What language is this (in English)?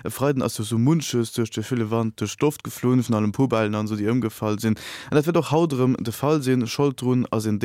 Luxembourgish